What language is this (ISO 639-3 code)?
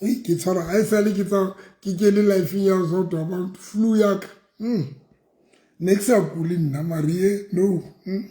sot